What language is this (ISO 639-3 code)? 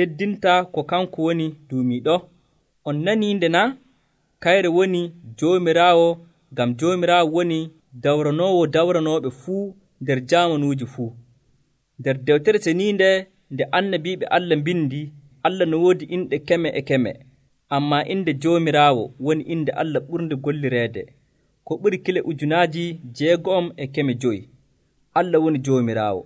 fuv